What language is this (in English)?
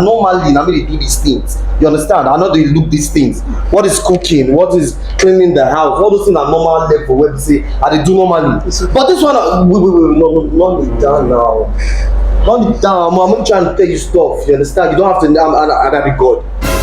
Nigerian Pidgin